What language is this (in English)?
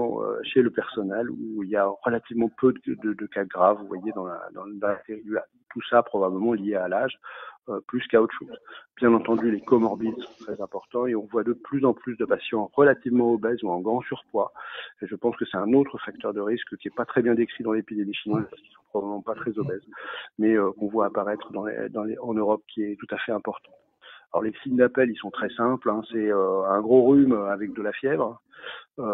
French